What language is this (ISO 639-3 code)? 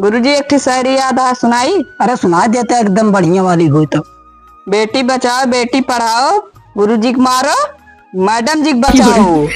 awa